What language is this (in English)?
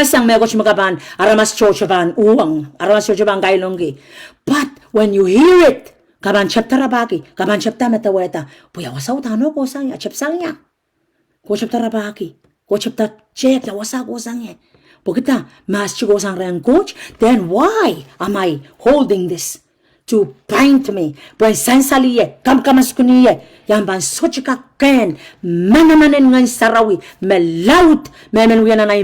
Pohnpeian